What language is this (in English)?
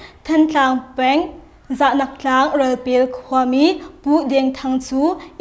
Hakha Chin